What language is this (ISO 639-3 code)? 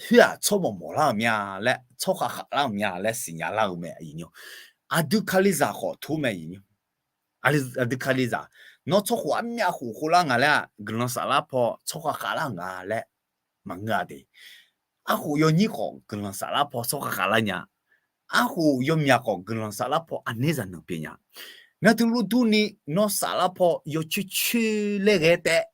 ahk